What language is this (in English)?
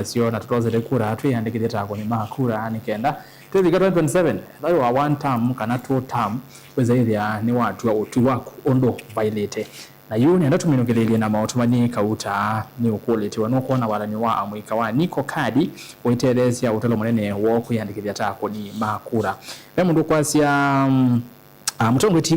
Kamba